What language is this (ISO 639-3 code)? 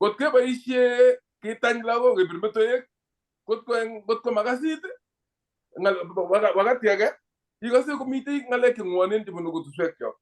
kln